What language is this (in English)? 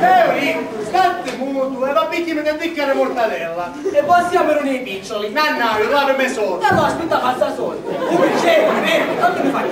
Sicilian